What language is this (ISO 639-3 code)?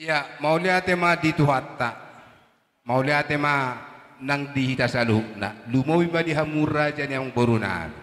bbc